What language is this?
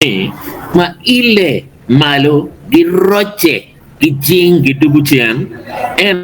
Acoli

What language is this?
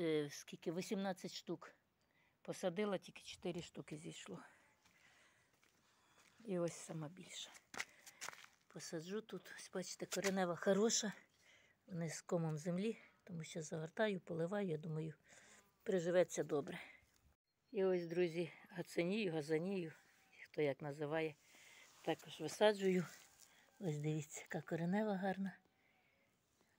Ukrainian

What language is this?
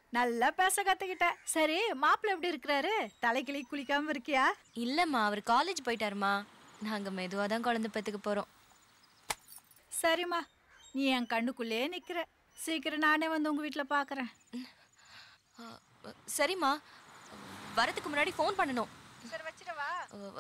Tamil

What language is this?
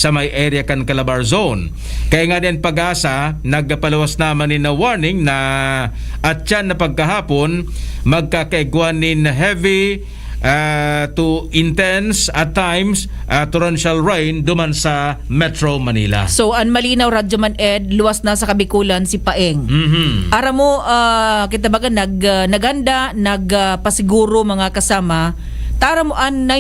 Bikol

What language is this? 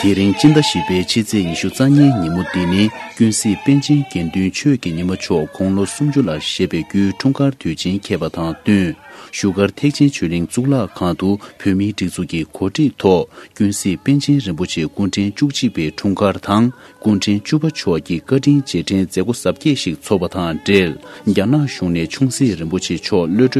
Tibetan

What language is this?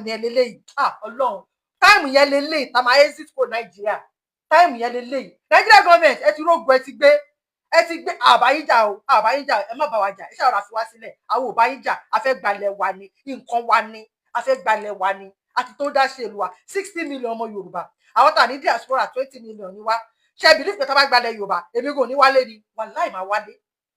Yoruba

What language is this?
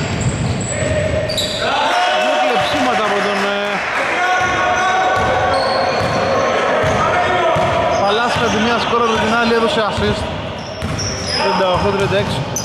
Greek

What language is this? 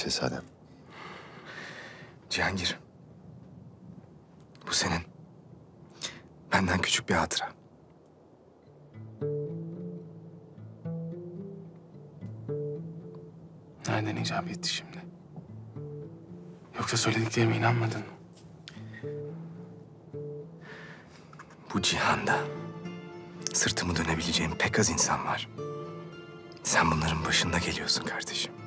Turkish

